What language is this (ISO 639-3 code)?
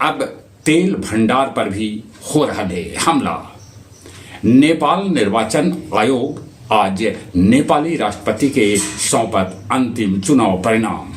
mag